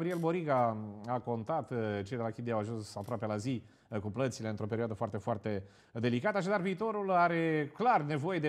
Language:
Romanian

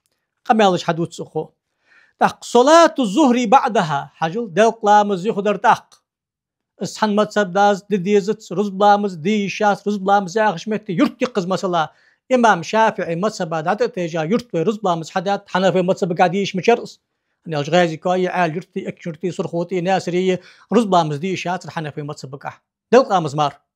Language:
Ingush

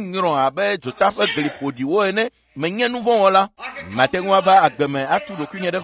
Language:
Ewe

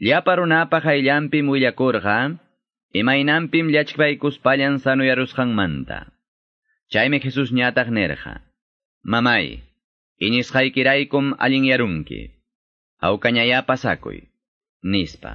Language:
Quechua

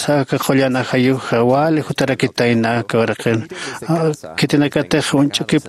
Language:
Aymara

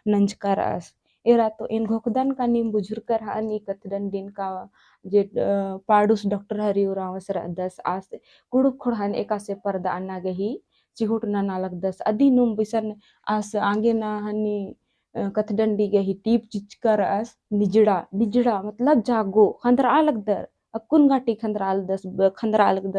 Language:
Kurukh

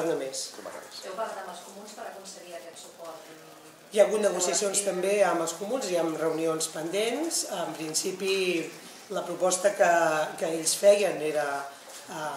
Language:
Catalan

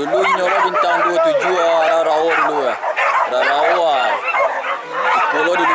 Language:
Minangkabau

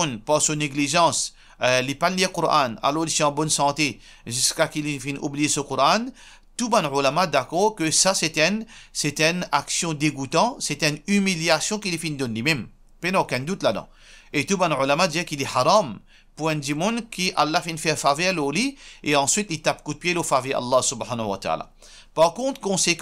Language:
Morisyen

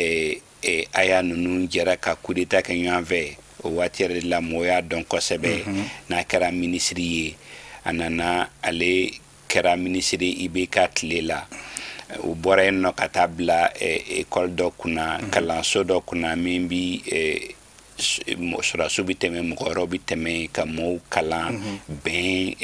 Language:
Bambara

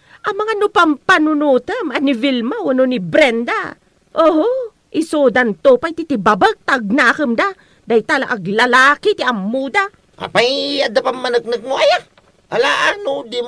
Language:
Iloko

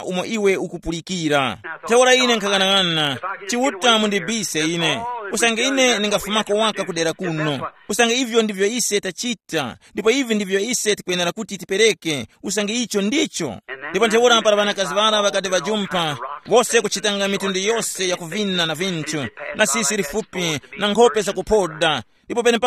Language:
Tumbuka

